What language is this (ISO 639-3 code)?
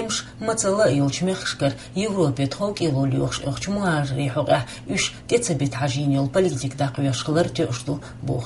che